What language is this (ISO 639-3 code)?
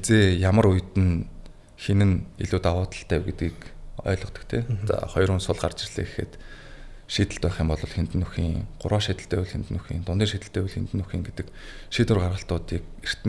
mon